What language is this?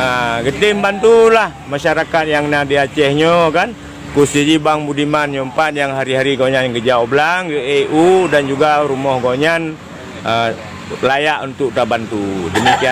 Achinese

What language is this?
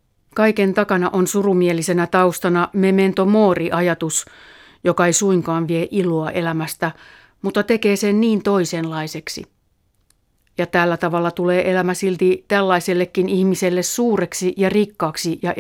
Finnish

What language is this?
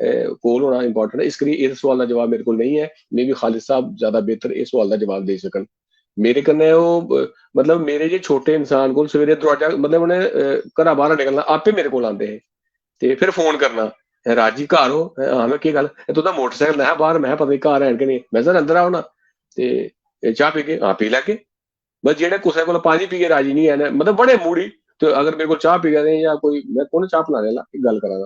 Dogri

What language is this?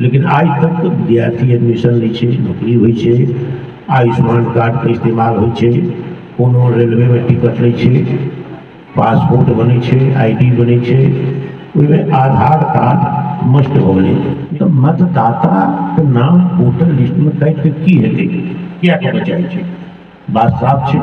Maithili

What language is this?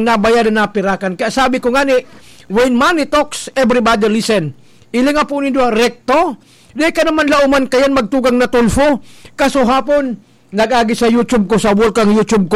Bikol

